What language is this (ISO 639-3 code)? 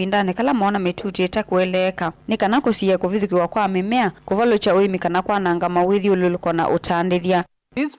kam